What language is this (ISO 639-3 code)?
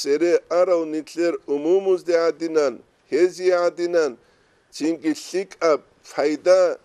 ava